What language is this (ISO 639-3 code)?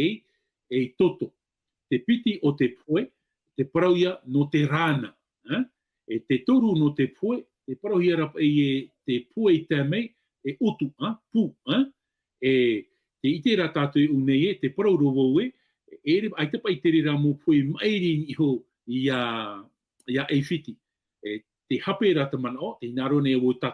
tah